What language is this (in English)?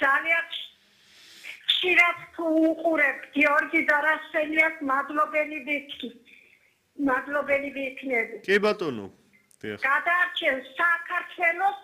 Georgian